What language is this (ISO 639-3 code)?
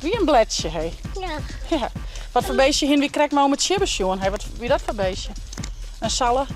fry